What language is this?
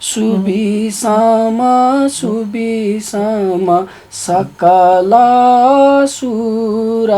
Newari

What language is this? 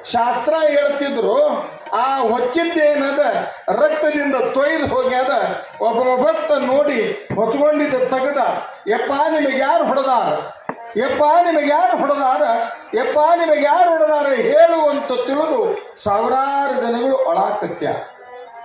Kannada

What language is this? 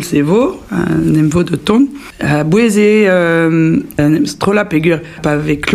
Breton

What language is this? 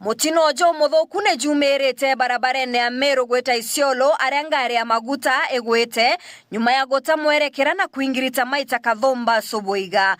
Meru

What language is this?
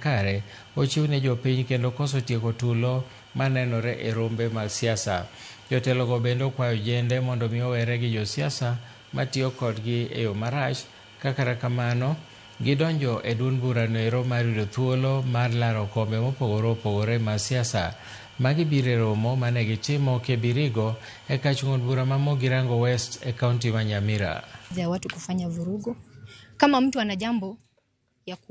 Luo (Kenya and Tanzania)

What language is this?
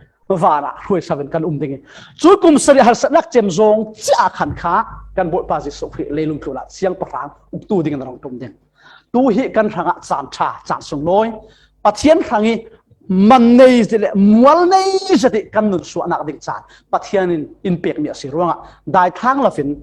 Falam Chin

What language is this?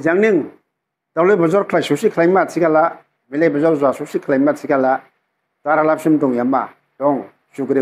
Dimasa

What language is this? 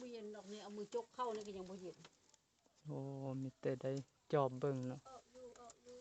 Lao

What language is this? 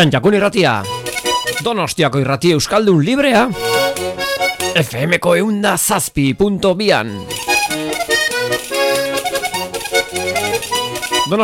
Basque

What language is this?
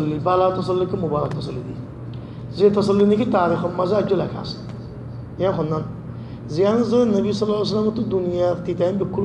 Rohingya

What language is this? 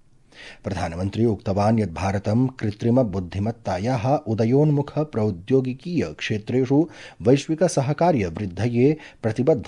Sanskrit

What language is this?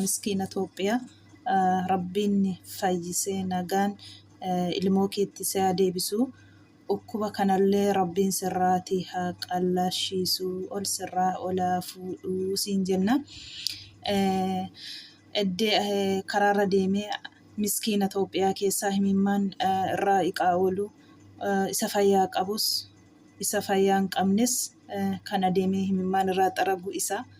Oromo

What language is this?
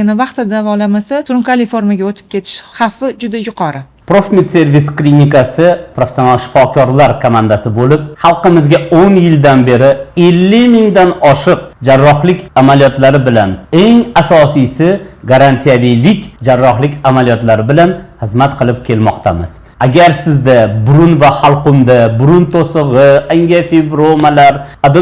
Uzbek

